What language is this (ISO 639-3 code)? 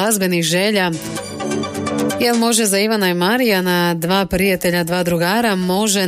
hrv